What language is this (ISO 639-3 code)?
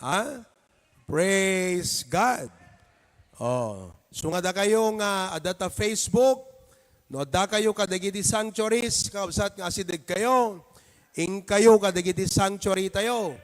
ilo